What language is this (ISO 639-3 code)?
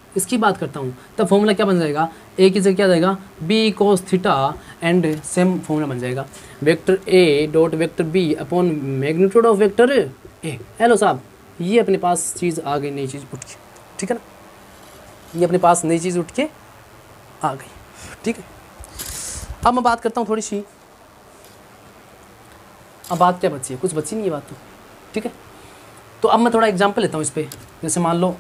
hin